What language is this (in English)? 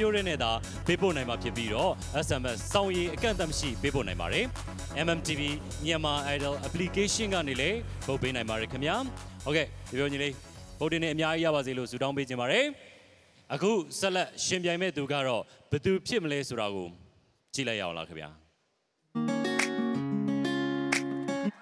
Burmese